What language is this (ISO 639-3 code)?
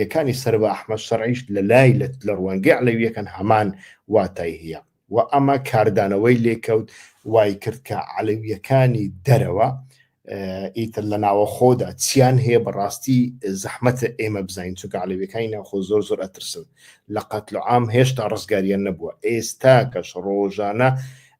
ckb